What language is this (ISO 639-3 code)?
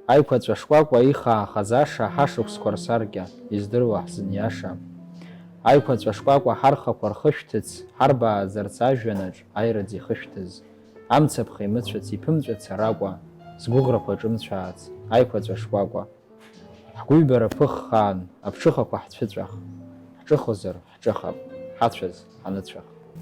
abk